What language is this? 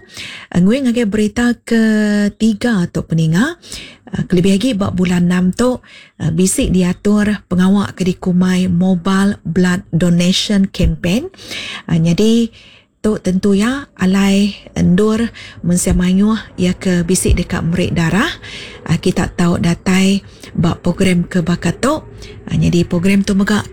Iban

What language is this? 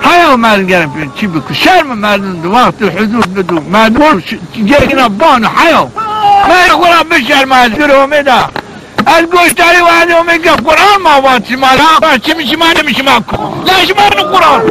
Zaza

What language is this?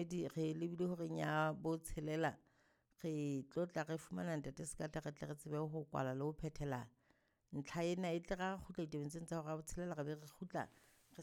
Southern Sotho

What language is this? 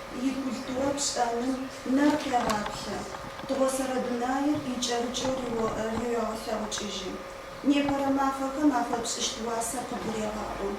Adyghe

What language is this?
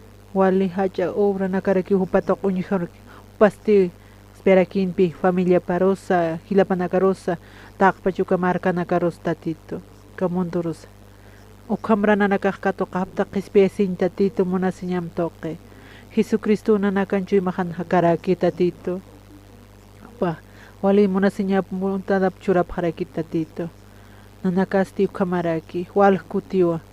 Aymara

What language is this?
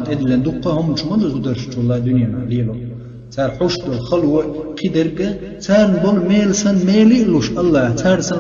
Chechen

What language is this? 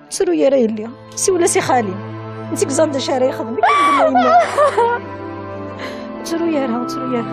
Kabyle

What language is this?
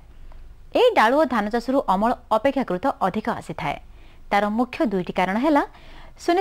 Odia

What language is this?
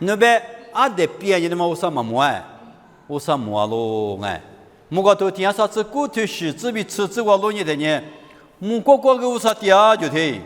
Lisu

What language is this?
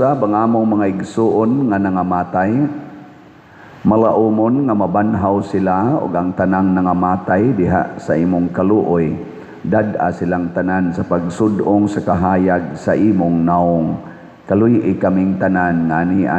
Cebuano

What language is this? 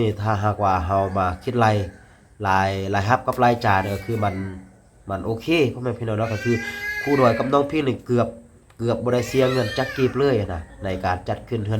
Lao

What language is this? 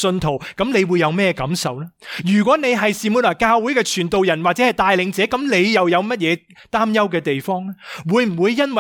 Cantonese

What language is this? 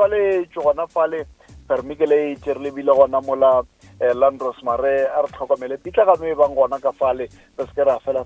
Northern Sotho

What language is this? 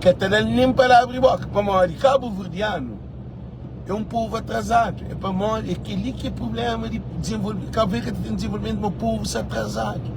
Kabuverdianu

